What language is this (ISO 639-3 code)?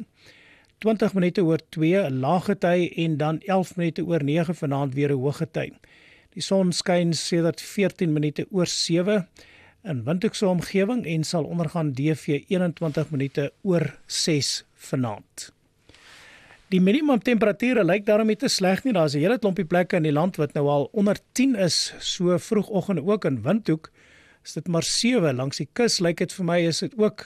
afr